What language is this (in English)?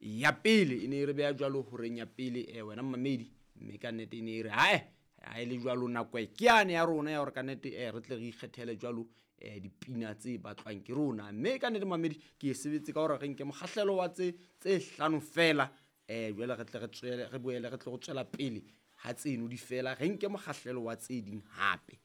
Southern Sotho